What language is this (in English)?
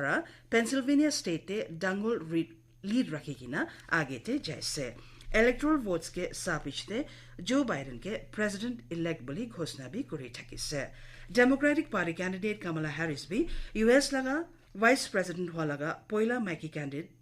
Naga Pidgin